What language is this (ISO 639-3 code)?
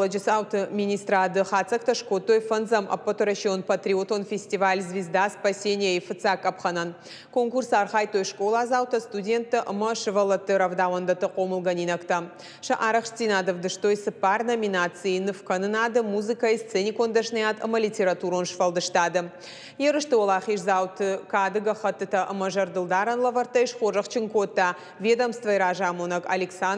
oss